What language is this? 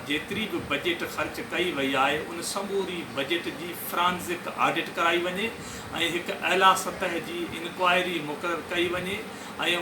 Sindhi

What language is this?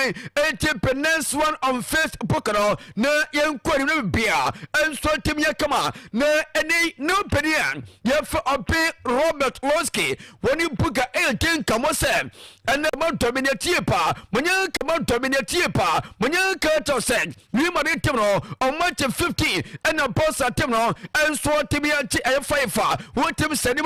Akan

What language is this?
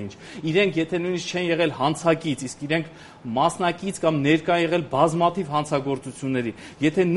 Armenian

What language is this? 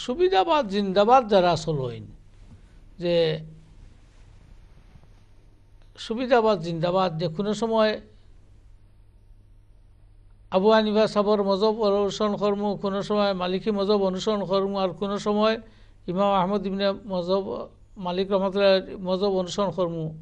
Bangla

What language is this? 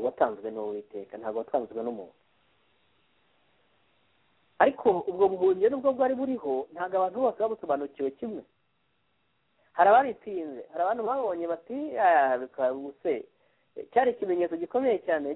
Kinyarwanda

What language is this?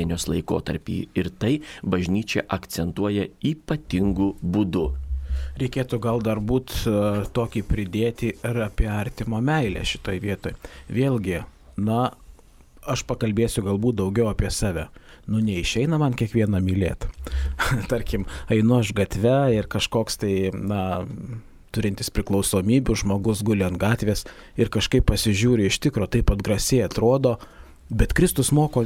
Lithuanian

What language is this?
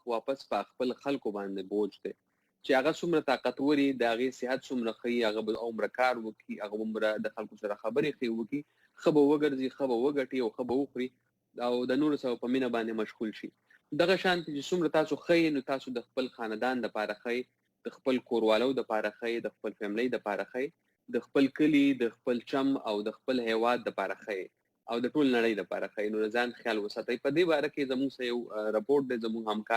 Pashto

